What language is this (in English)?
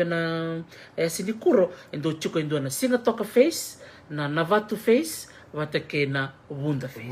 Fijian